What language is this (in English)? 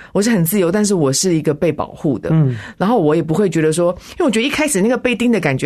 Chinese